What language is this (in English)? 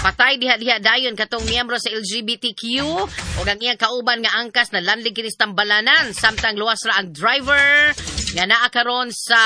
Cebuano